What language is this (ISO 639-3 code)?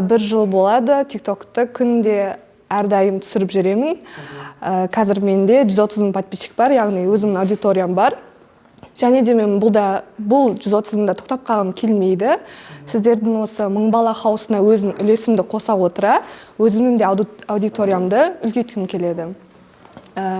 kaz